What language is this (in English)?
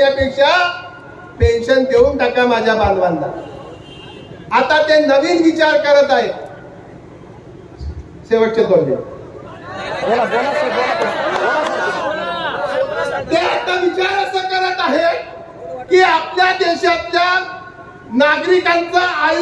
Marathi